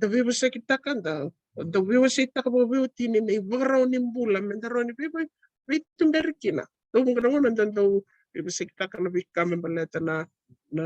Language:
Fijian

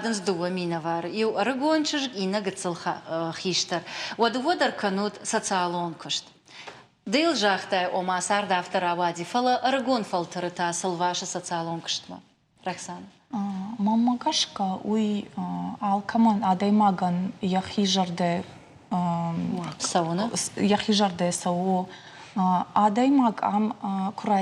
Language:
Ossetic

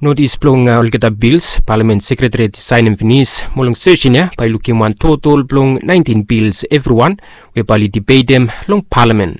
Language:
Bislama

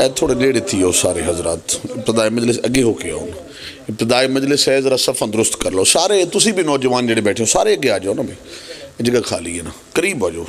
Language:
Pahari-Potwari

